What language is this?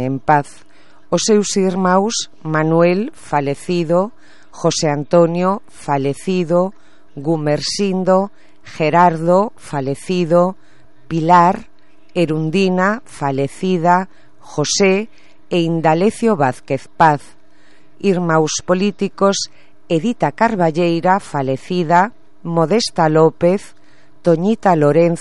Galician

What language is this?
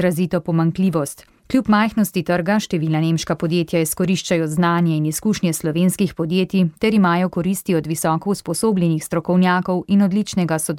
Slovenian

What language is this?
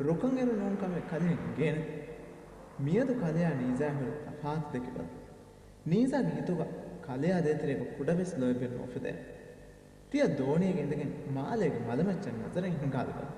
Divehi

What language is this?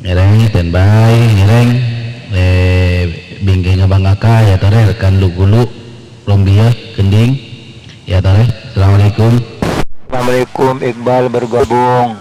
Madurese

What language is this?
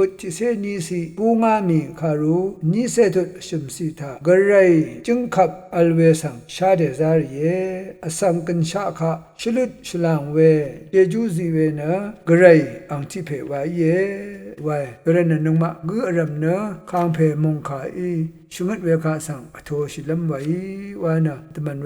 Rawang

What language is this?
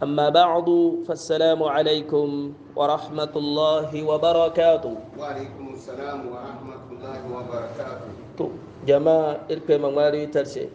Hausa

